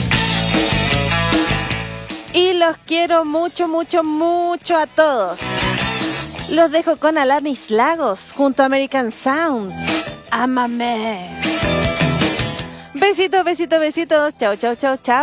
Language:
Spanish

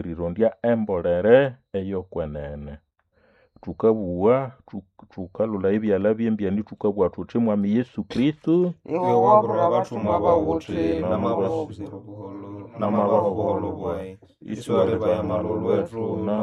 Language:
Nande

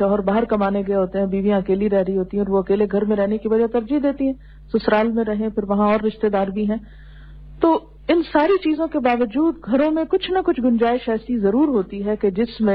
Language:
Urdu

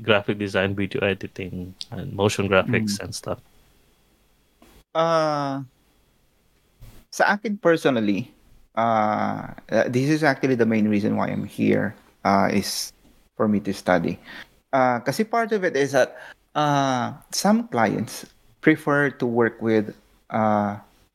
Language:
Filipino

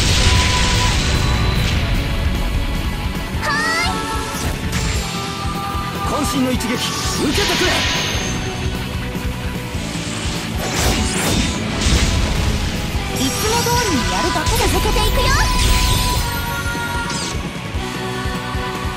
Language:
Japanese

